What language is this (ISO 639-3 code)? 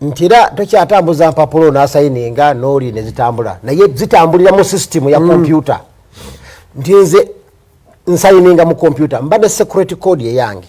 lug